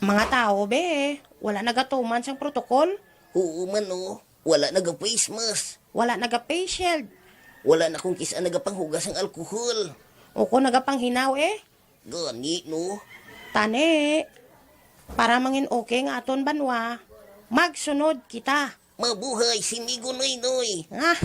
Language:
Hiligaynon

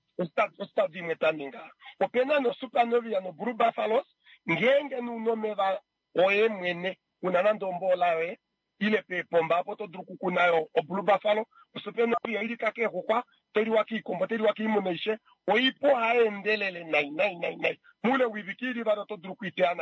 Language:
Kuanyama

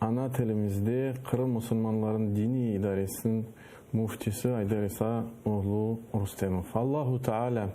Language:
Crimean Tatar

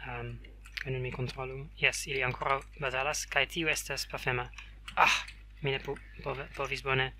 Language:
Esperanto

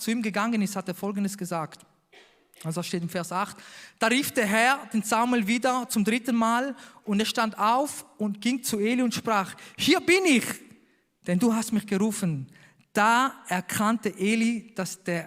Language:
Swiss German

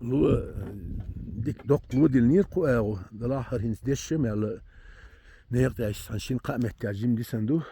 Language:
Chechen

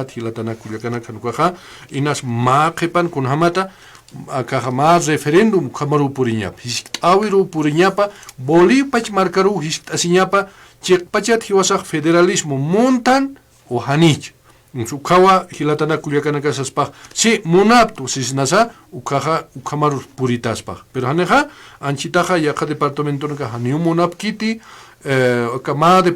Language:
Aymara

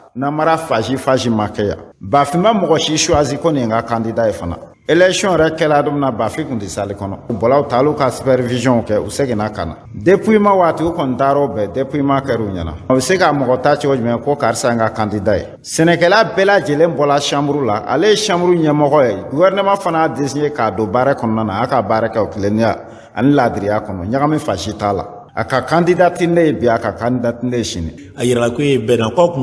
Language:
Bambara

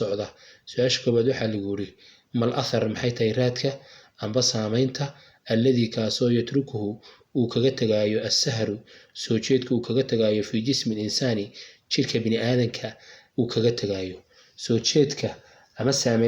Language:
Somali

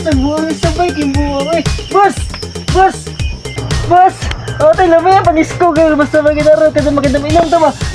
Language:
Cebuano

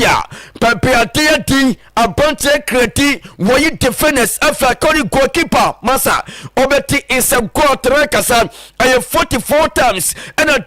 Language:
Akan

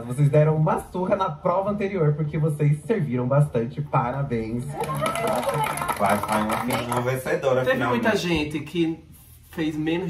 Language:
Portuguese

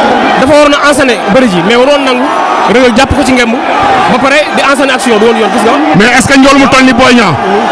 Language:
Wolof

